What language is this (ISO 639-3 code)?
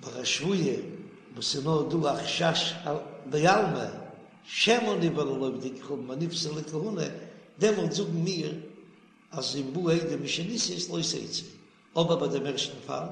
yid